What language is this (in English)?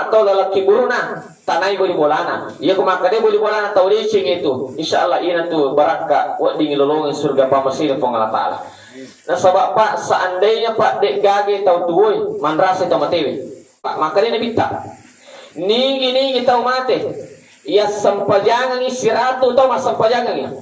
Buginese